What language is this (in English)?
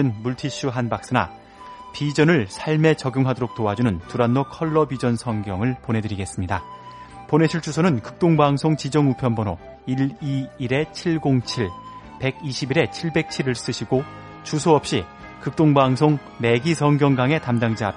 Korean